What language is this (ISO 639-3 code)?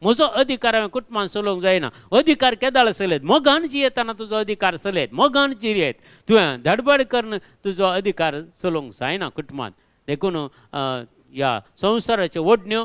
kok